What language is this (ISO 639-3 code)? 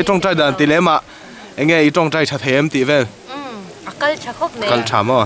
lus